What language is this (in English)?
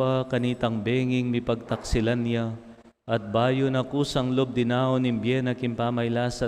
Pampanga